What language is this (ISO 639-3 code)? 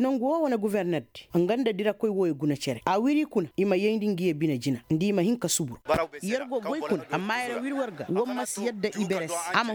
ses